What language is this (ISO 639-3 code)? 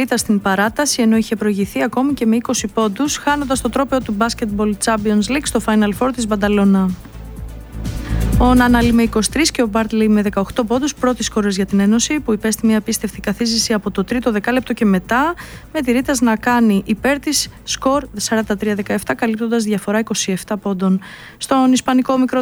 ell